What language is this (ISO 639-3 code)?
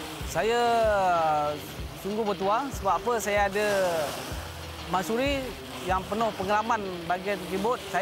msa